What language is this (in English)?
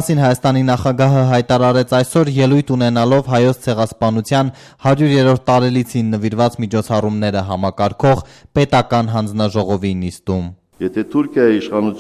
Armenian